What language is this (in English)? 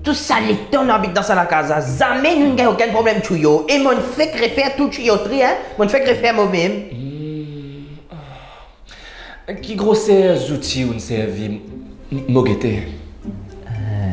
Morisyen